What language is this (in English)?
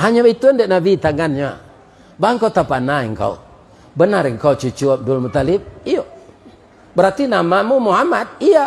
Minangkabau